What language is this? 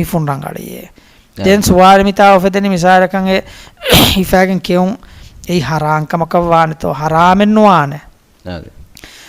Divehi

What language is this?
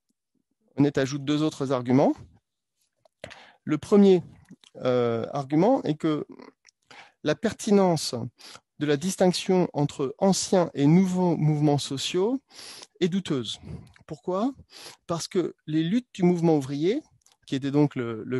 French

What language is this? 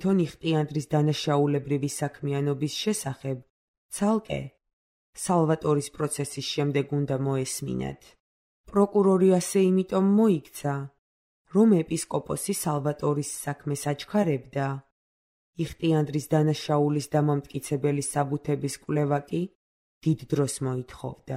Georgian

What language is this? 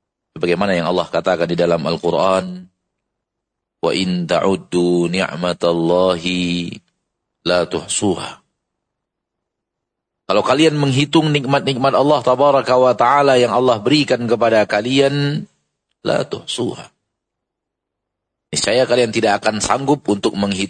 Indonesian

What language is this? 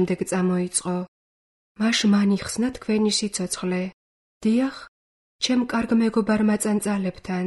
Georgian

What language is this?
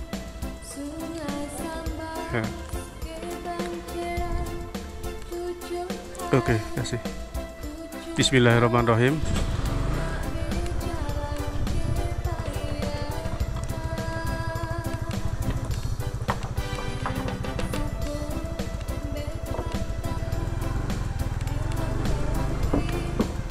Indonesian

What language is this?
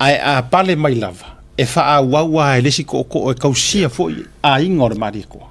Samoan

